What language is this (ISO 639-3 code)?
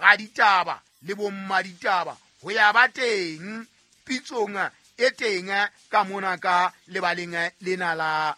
sot